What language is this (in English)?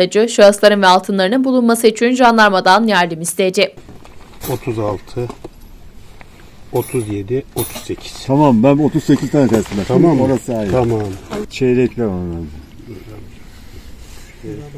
Turkish